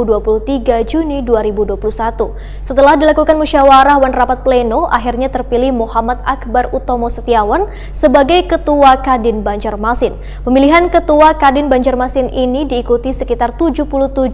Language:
Banjar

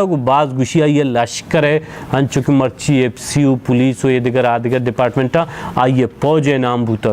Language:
Baluchi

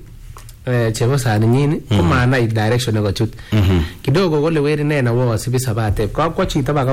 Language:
Swahili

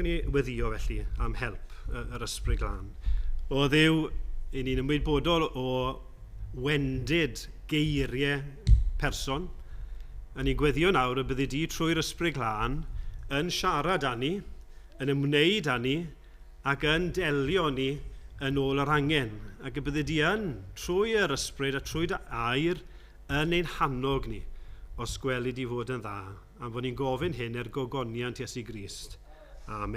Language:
Welsh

